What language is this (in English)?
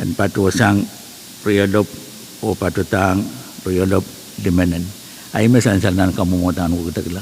Pohnpeian